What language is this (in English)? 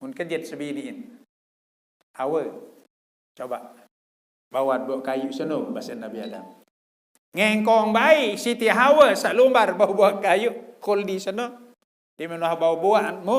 Sasak